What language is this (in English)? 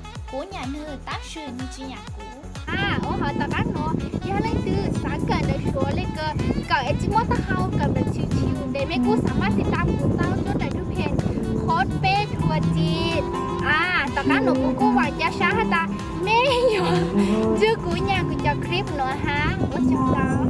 Hmong